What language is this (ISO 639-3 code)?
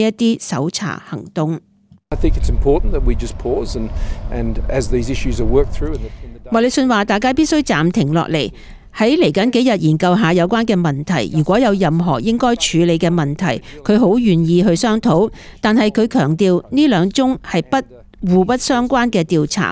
yue